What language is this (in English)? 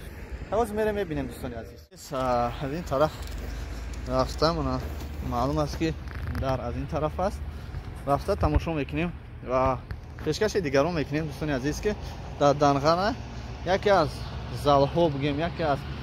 Tajik